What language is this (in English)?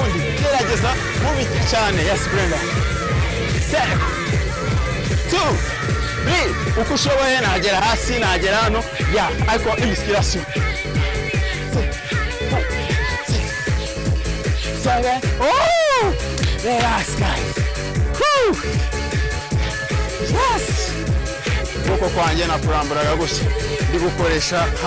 Kinyarwanda